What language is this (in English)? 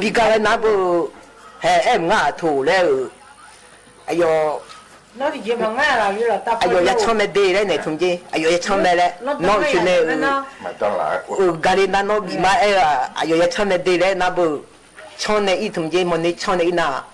Akha